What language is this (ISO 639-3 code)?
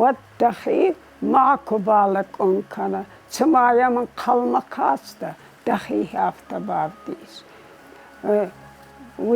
oss